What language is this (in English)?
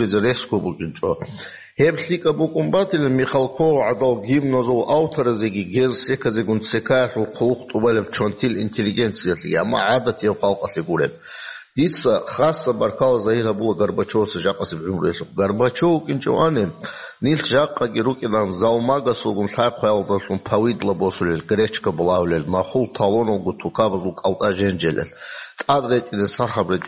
Avaric